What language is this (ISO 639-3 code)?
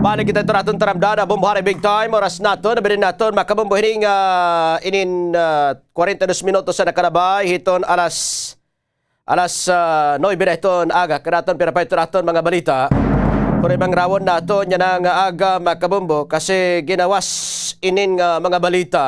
war